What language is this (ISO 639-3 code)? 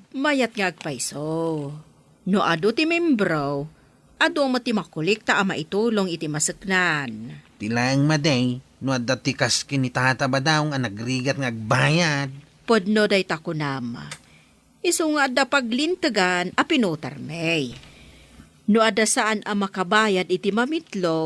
ilo